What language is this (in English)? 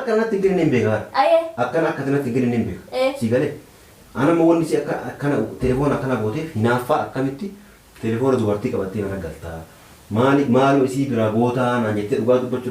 Oromo